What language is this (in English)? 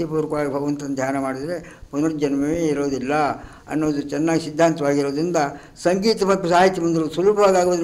Kannada